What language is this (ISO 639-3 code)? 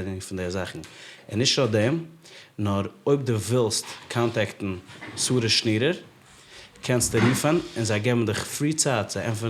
yid